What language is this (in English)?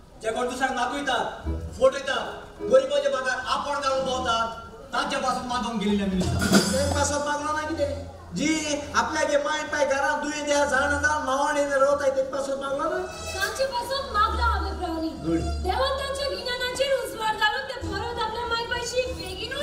Konkani